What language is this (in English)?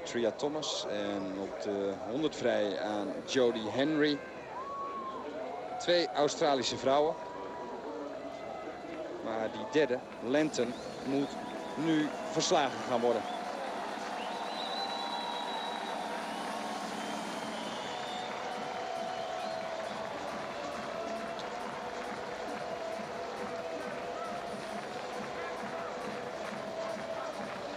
Dutch